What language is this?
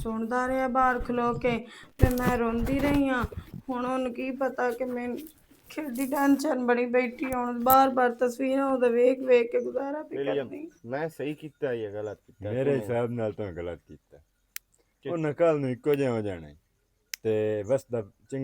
Western Panjabi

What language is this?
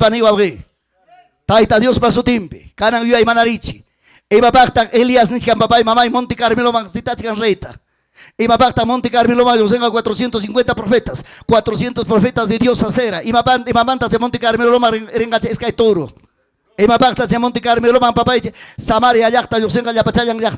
Ayacucho Quechua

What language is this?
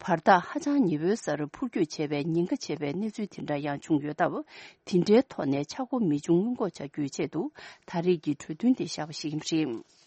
Tibetan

